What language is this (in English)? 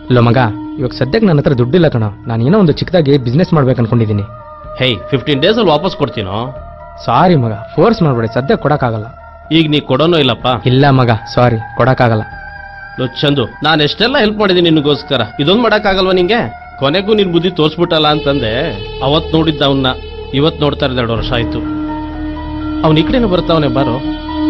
Kannada